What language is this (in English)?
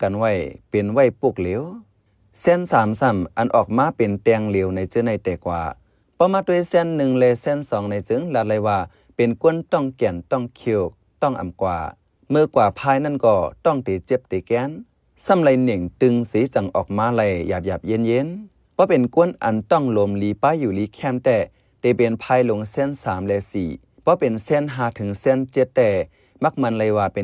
Shan